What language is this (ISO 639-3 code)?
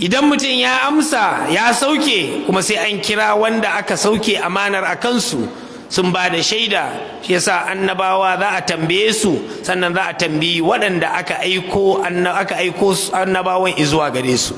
hau